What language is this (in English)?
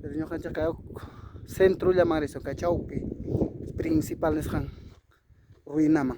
Ayacucho Quechua